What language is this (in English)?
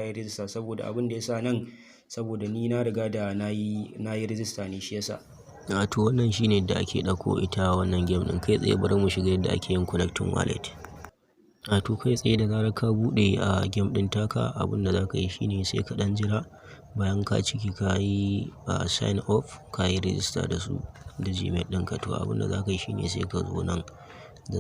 Hausa